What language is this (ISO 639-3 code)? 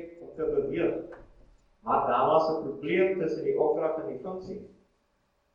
afr